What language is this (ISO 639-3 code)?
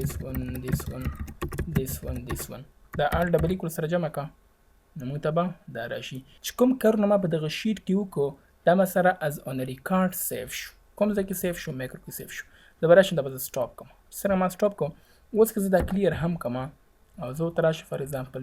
pus